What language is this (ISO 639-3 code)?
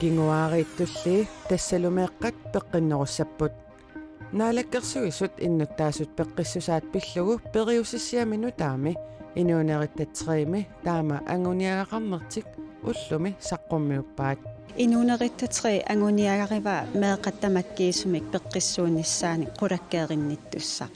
kal